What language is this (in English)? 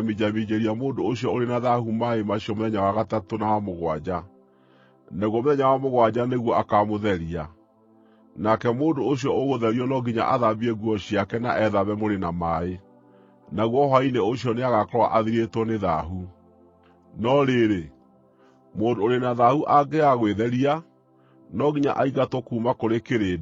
Kikuyu